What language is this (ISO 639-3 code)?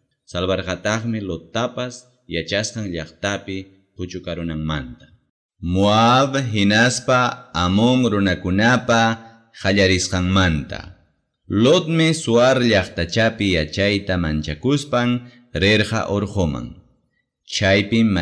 quy